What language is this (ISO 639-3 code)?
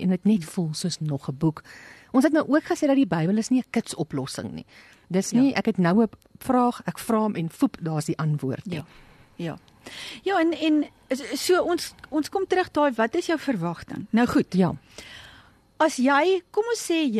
afr